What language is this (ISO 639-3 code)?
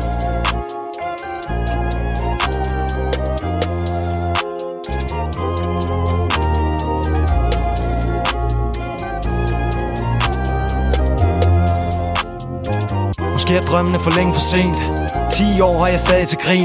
dan